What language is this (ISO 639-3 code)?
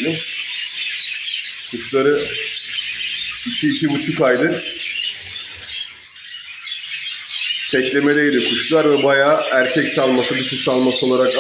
tur